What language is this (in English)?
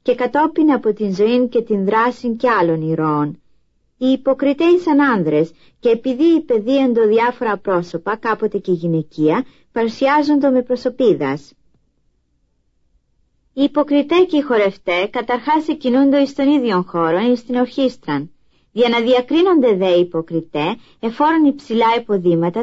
Greek